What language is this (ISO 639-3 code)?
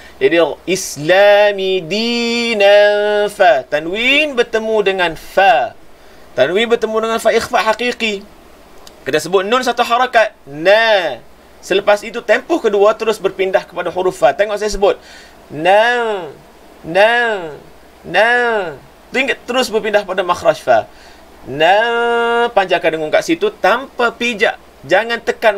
msa